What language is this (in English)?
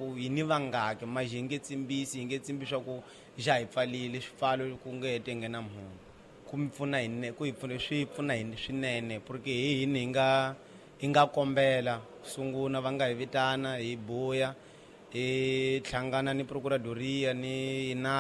Tsonga